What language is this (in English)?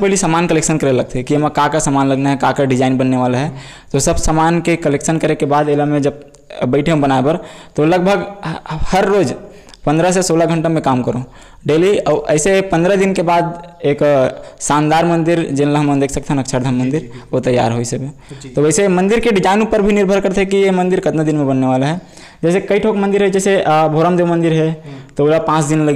Chhattisgarhi